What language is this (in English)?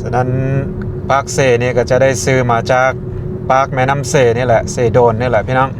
Lao